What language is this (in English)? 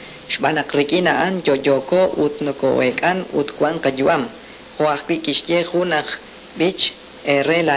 Kekchí